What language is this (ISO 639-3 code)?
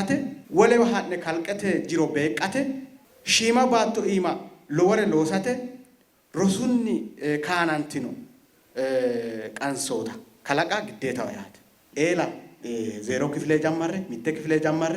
sid